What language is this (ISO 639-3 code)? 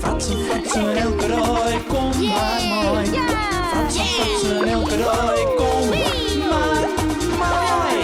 fry